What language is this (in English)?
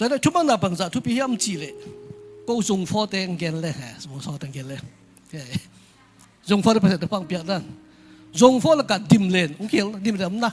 Tedim Chin